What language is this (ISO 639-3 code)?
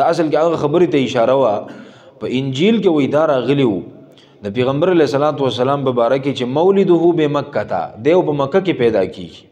pus